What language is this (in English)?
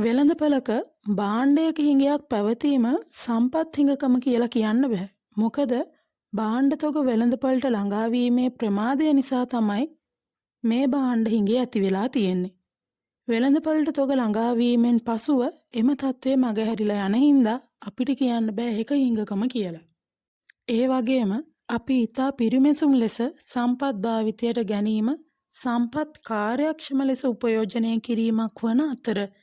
Sinhala